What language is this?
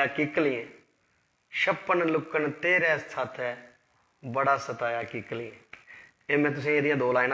Dogri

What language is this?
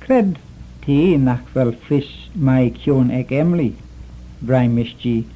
Manx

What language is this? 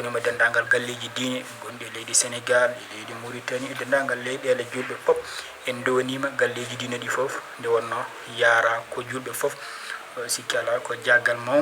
Fula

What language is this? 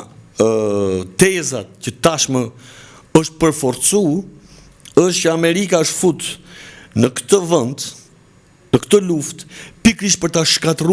Albanian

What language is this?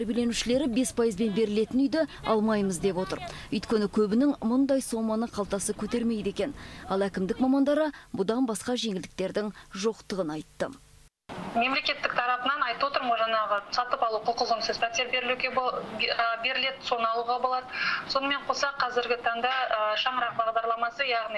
Kazakh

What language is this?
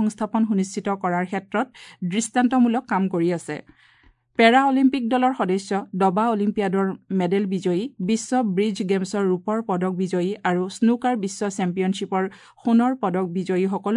Assamese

